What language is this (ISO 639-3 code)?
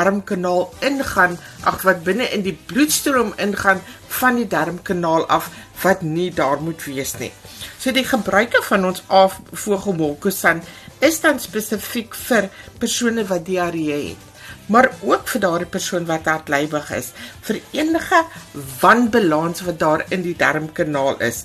afr